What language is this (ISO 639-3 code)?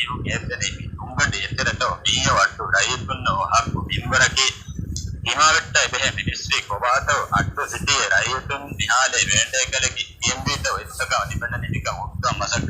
div